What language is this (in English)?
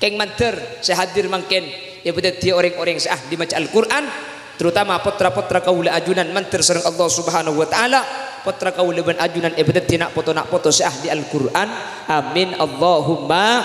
Madurese